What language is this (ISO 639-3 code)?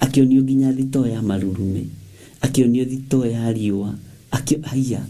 kik